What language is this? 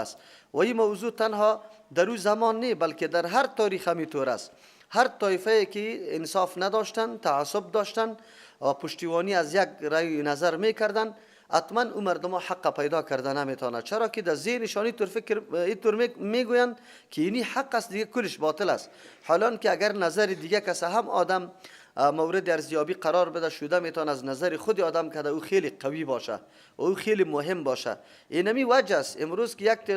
Persian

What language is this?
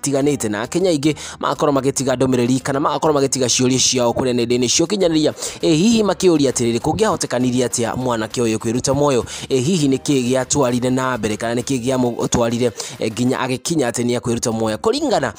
Kikuyu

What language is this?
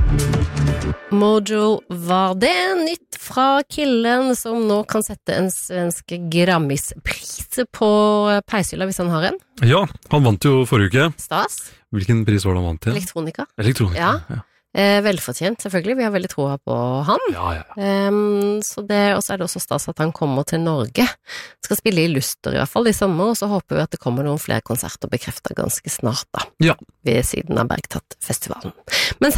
Norwegian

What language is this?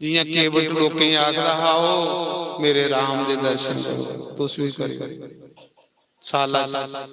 Dogri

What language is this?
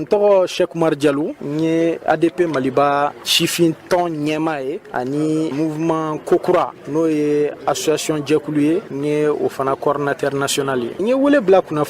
Bambara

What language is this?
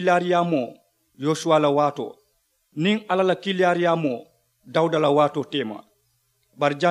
Mandingo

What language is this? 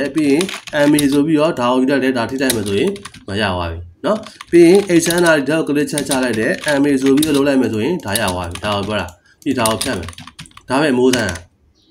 Burmese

